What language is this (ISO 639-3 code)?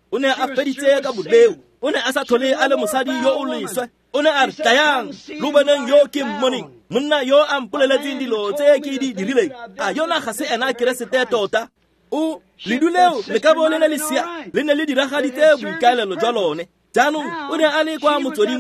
tsn